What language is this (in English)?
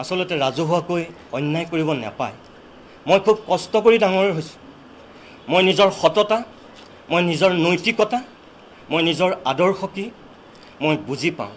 Assamese